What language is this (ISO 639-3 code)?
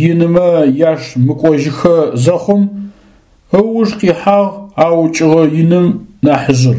ady